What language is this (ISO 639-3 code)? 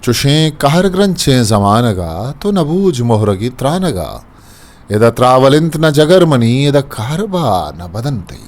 bgp